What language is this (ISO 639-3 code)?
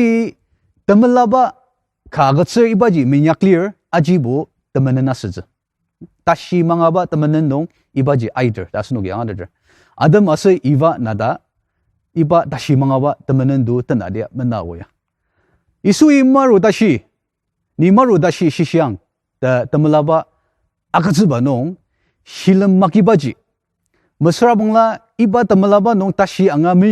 njo